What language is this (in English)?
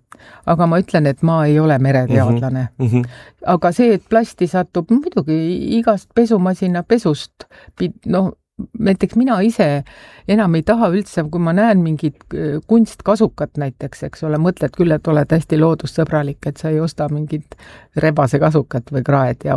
Estonian